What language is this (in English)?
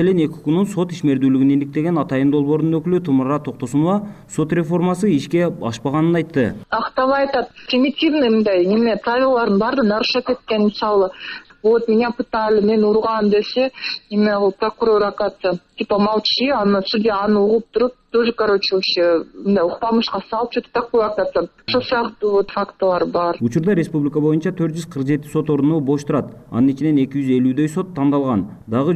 Kyrgyz